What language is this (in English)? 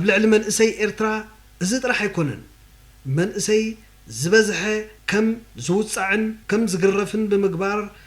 Tigrinya